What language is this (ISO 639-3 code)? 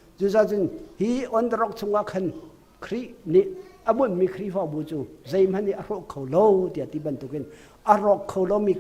cnh